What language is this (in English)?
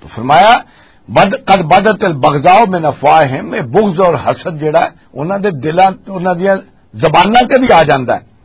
Western Panjabi